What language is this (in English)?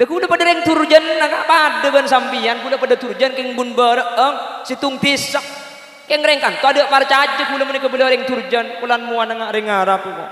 Madurese